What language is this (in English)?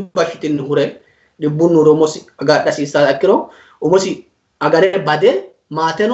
Sidamo